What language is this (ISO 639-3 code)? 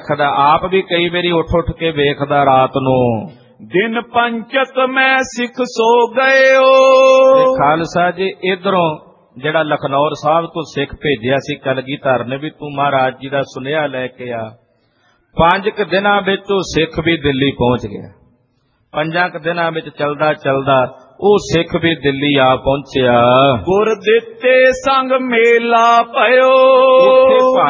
pan